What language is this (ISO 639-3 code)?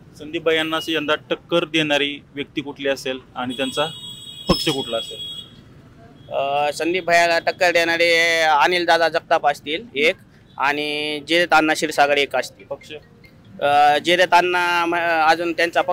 mar